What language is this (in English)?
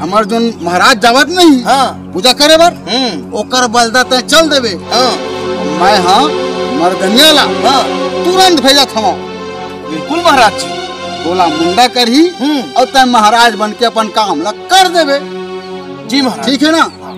Chhattisgarhi